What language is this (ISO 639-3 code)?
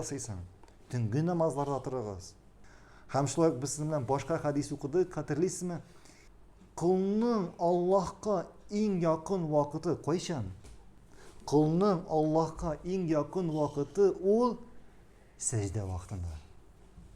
tat